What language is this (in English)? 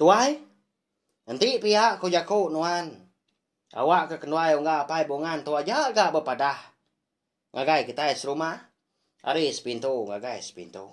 Iban